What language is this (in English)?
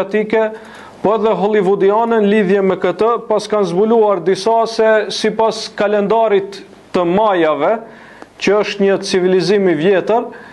Albanian